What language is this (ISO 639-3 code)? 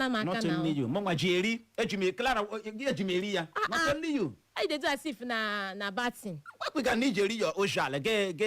ibo